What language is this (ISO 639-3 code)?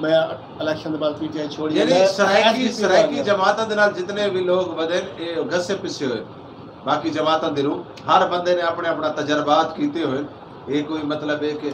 skr